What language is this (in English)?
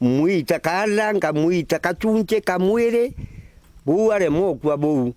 Meru